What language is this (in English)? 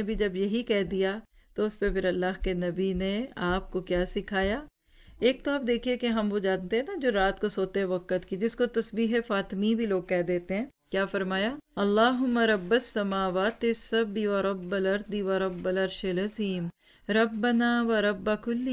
Urdu